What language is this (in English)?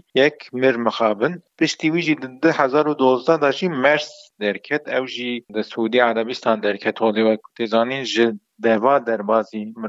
Kurdish